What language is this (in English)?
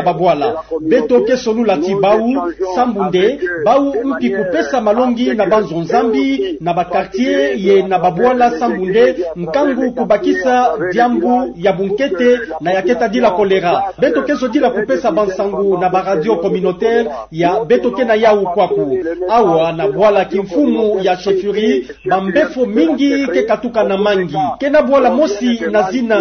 Kituba (Democratic Republic of Congo)